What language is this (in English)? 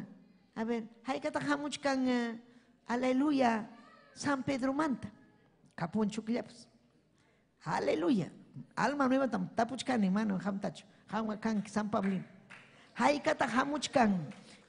Ayacucho Quechua